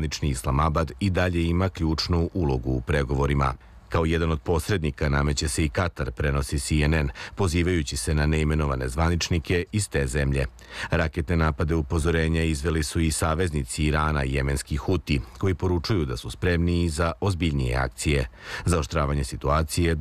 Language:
Serbian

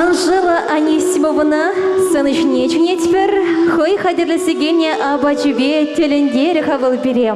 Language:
Chuvash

